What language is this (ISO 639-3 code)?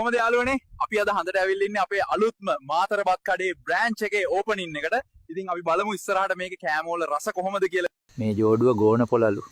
sin